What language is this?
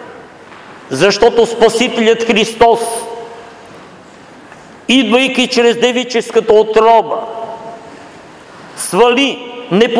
Bulgarian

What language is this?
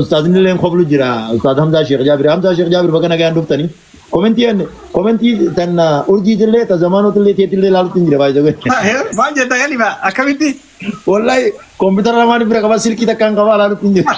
Oromo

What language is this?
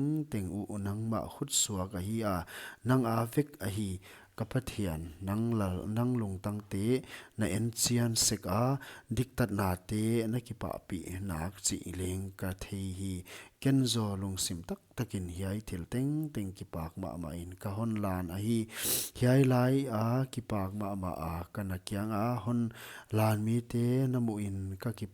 Paite Chin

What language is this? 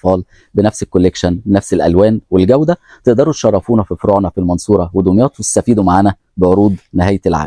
Egyptian Arabic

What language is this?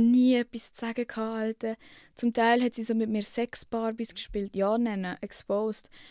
Swiss German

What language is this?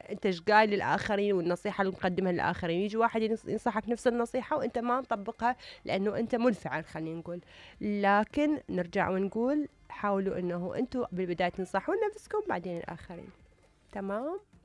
Mesopotamian Arabic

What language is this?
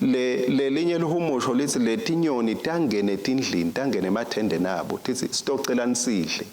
Swati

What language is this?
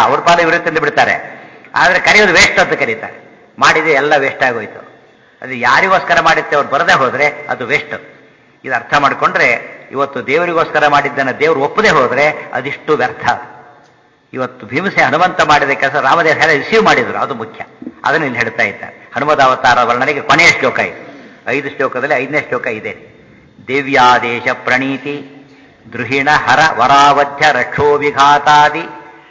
Kannada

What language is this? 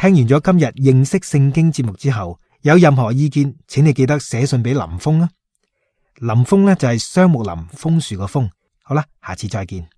Cantonese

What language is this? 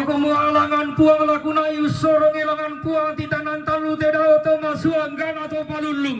Toraja-Sa'dan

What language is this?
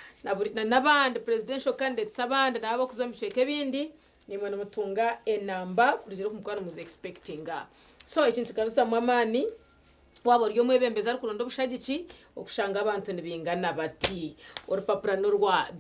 Nyankole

